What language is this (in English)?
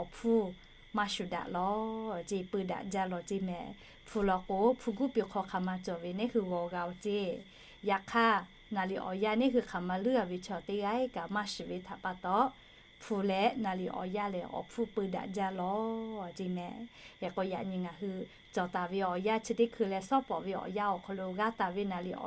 Lahu